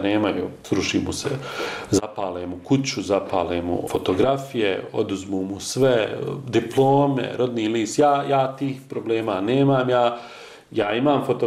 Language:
Bosnian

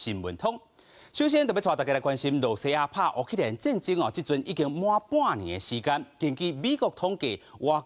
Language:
Min Nan Chinese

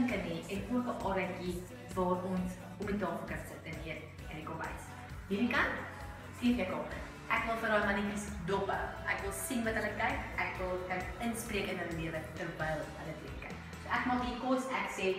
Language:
Afrikaans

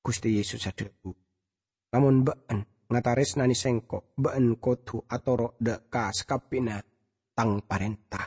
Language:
Madurese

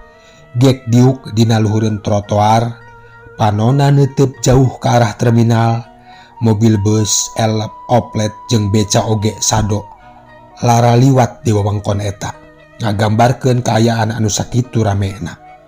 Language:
Sundanese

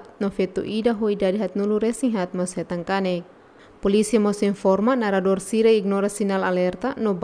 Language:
Tetum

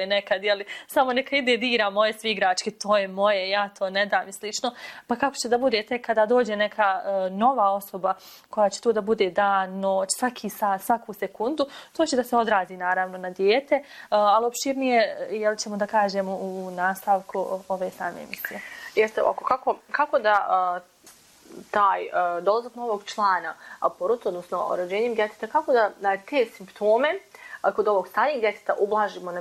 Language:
Bosnian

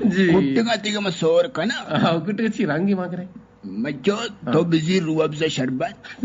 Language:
Eastern Balochi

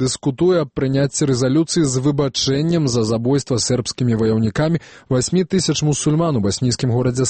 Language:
Belarusian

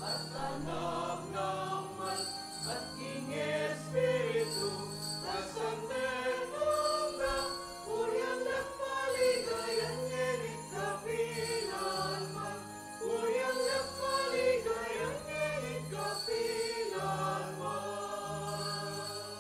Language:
Pampanga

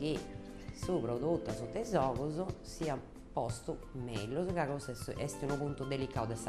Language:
Sardinian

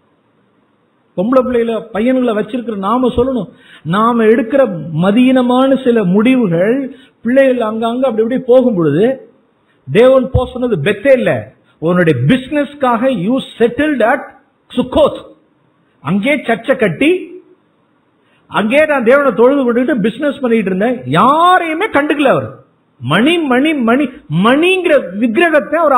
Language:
Tamil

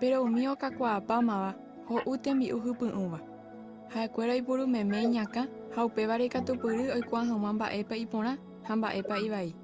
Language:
Guarani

